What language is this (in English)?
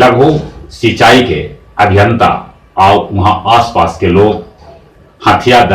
Magahi